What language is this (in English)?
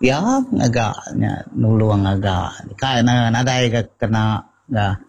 Iban